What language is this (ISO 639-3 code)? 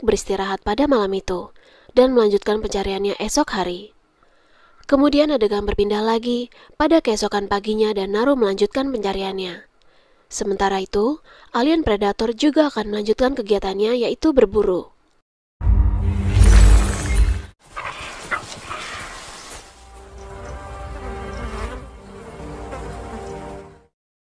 ind